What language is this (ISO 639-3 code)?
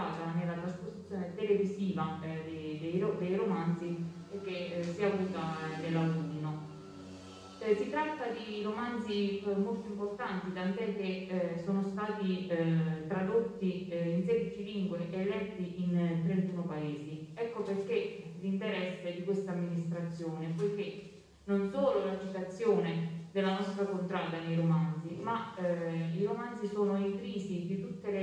ita